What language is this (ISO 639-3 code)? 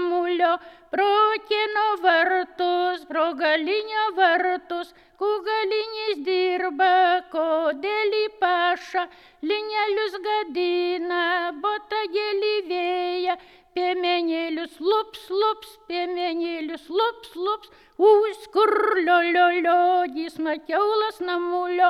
lit